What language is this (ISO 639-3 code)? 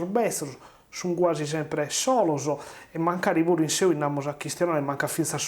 srd